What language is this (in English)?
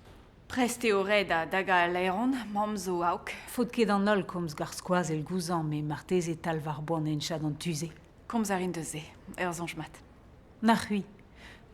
Breton